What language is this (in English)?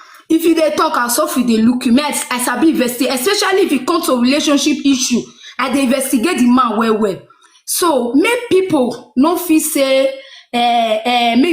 Nigerian Pidgin